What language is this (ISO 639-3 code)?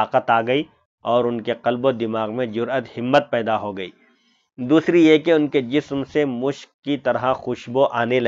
urd